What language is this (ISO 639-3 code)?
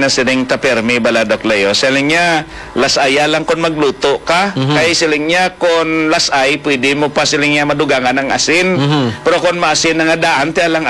hil